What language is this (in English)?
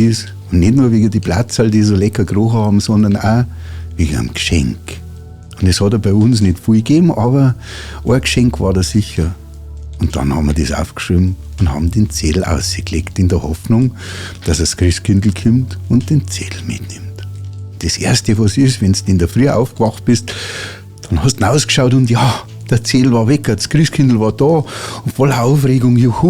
Bavarian